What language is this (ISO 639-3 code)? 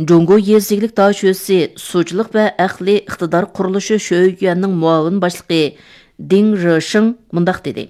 uig